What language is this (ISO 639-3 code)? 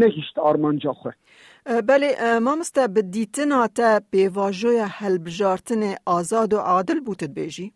kur